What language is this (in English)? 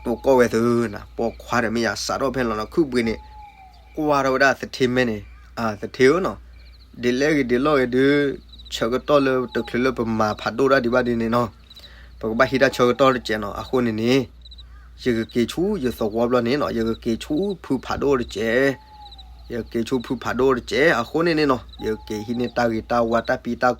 S'gaw Karen